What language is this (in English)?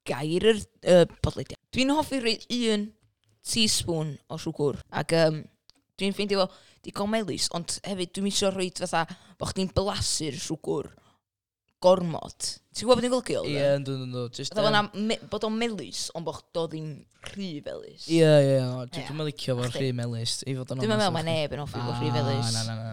Welsh